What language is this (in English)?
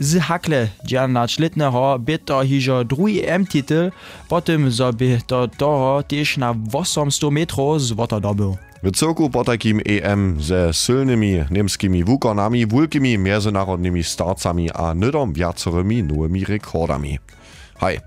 Upper Sorbian